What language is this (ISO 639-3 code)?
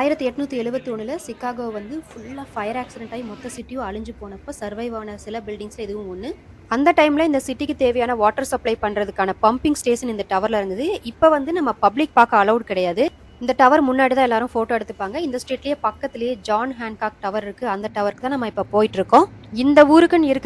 tam